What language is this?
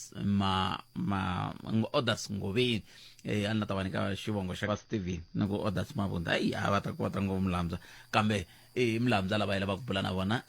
Tsonga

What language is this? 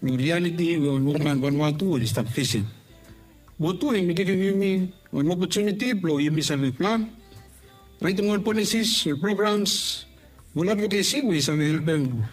Bislama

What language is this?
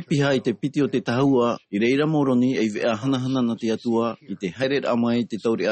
Tahitian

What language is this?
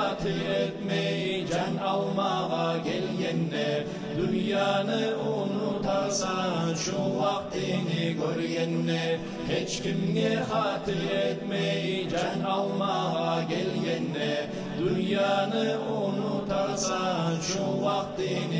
Kumyk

